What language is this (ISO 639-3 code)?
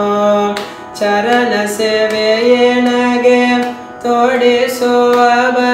kan